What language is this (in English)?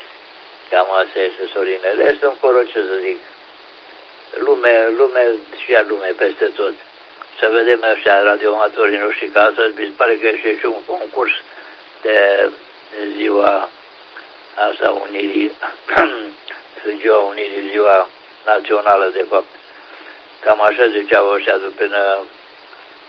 Romanian